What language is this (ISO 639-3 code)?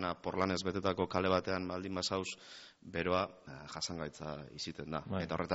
eus